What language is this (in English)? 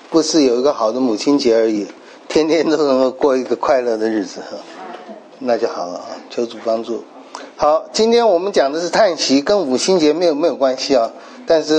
Chinese